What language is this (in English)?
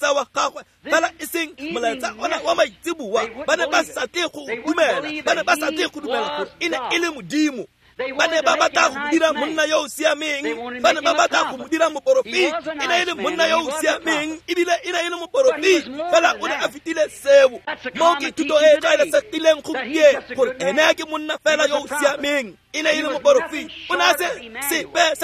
Tswana